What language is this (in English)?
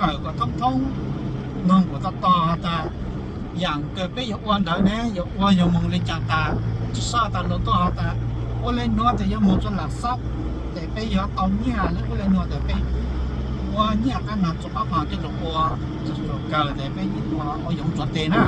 Hmong